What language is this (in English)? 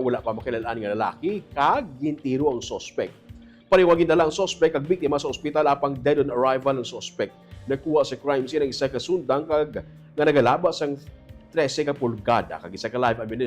Hiligaynon